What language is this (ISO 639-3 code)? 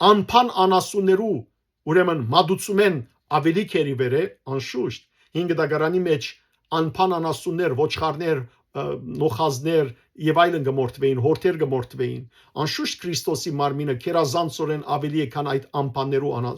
hyw